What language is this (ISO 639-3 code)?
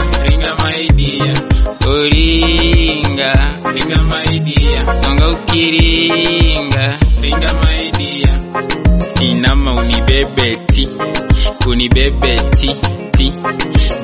swa